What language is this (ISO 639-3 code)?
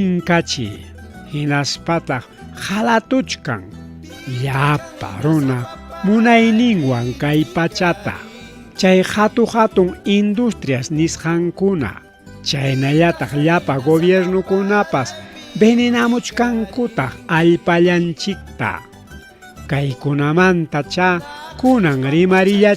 quy